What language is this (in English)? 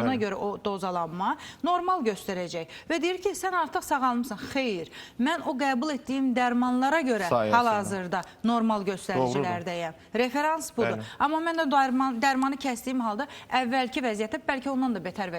Azerbaijani